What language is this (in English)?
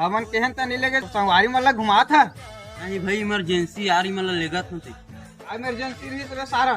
Chhattisgarhi